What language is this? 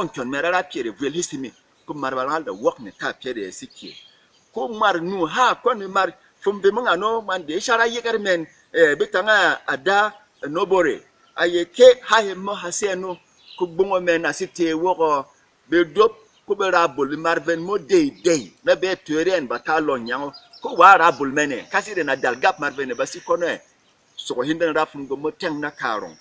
Berom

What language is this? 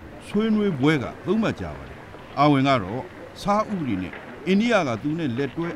Burmese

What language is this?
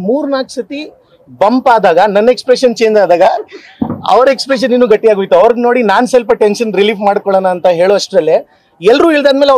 Kannada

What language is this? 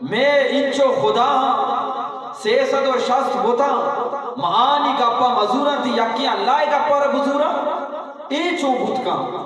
Eastern Balochi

